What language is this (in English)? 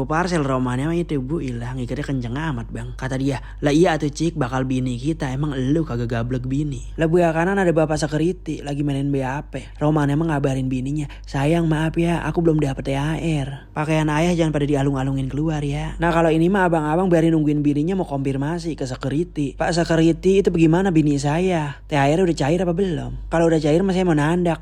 Betawi